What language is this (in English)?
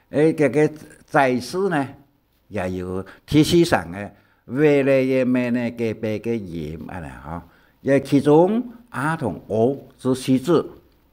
Hakka Chinese